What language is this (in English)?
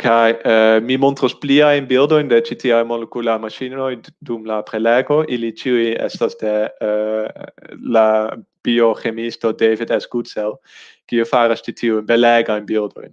Esperanto